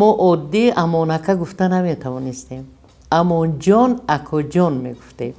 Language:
Tajik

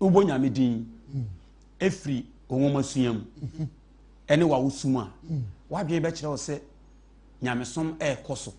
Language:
Akan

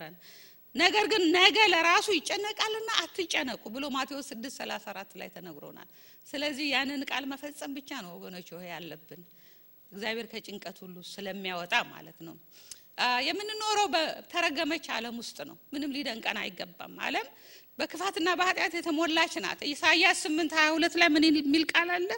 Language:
Amharic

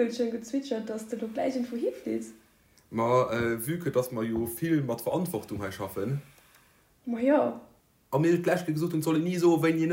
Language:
Luxembourgish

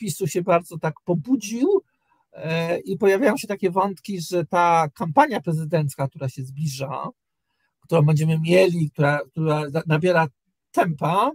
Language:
Polish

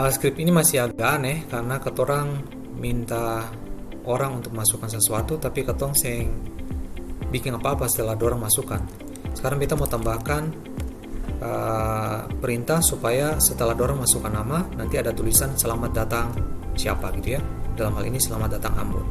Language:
Ambonese Malay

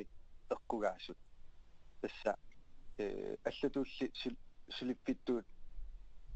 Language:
Kalaallisut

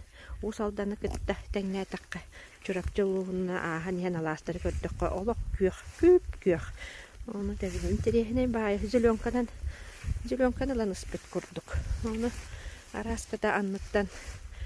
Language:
Yakut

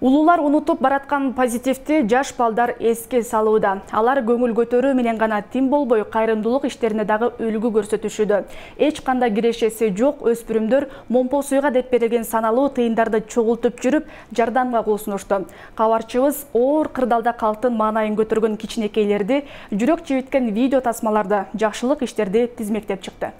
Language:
Kyrgyz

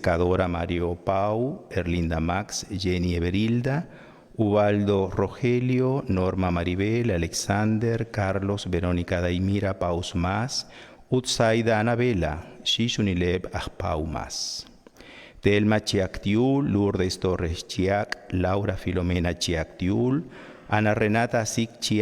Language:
Kekchí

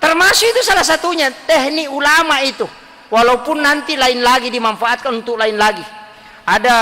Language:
Buginese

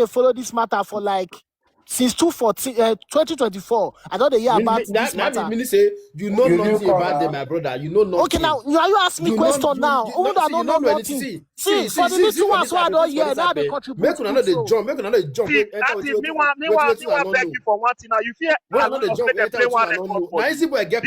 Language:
Nigerian Pidgin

